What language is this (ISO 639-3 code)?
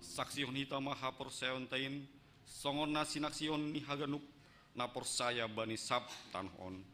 bts